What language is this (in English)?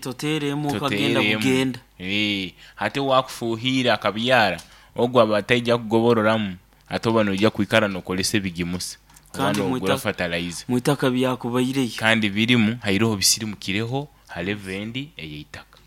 Nyankole